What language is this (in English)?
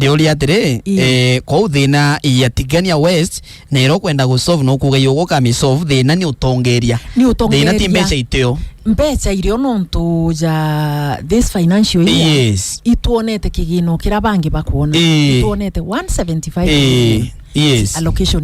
Meru